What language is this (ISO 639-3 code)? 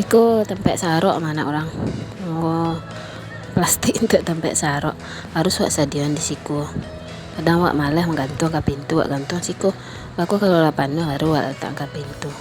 min